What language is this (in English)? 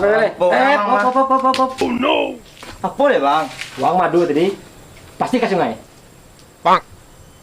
Minangkabau